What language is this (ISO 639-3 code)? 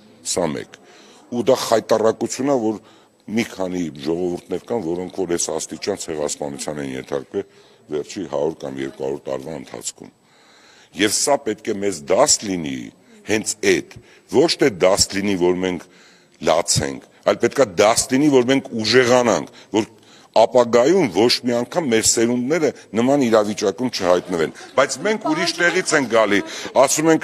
hye